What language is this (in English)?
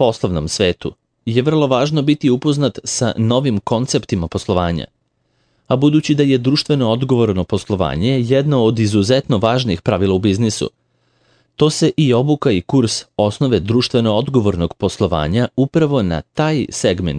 Serbian